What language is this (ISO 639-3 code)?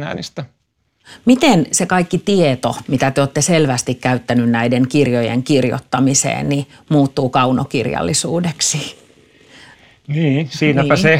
fin